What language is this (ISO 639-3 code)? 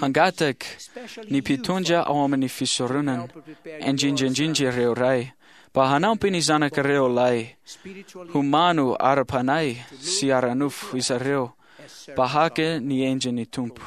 mlg